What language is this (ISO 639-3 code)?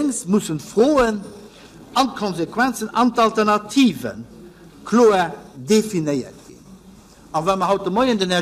ltz